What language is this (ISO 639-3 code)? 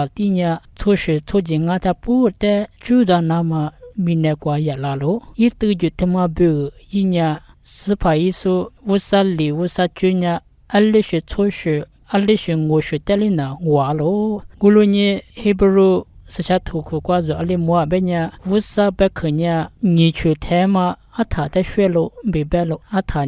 lis